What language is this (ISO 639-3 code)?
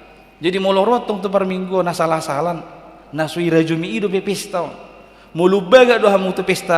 bbc